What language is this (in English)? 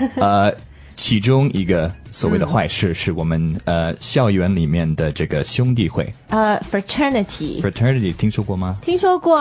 Chinese